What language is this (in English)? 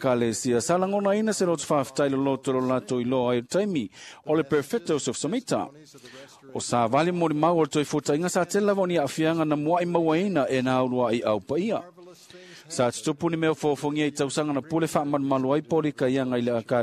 Samoan